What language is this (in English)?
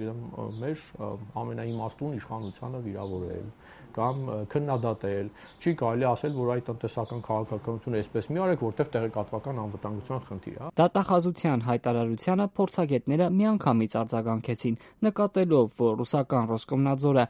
Armenian